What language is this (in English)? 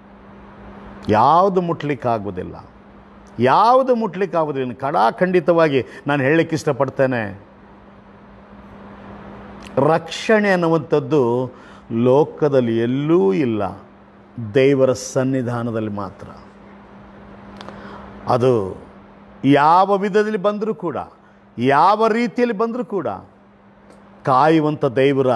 Kannada